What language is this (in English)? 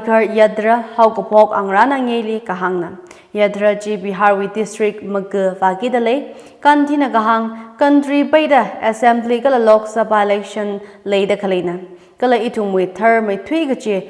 Tangkhul Naga (India)